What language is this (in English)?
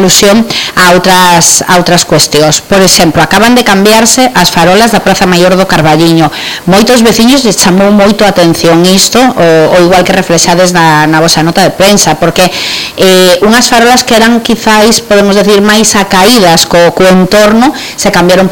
Galician